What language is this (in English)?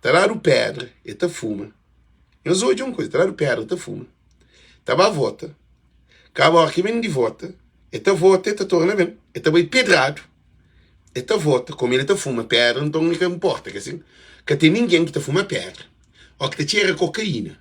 Kabuverdianu